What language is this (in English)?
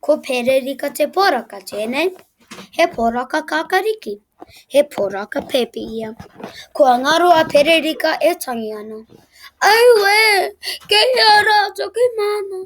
Māori